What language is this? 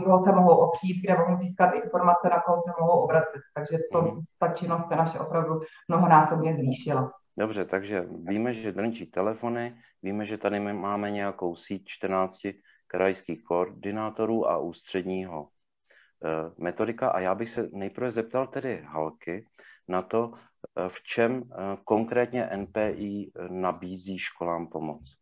Czech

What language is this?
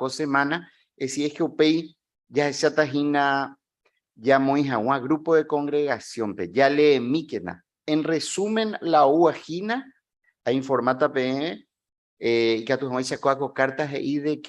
Guarani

